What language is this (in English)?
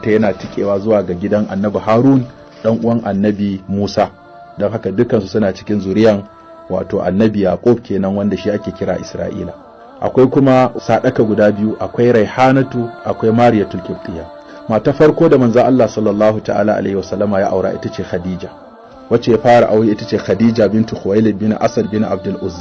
Hausa